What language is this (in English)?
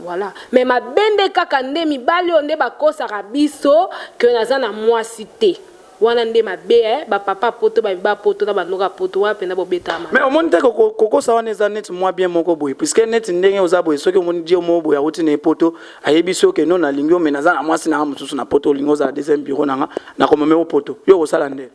Lingala